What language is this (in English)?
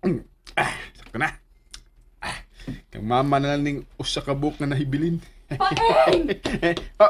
Cebuano